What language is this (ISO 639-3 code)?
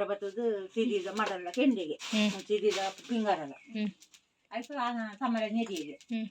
tcy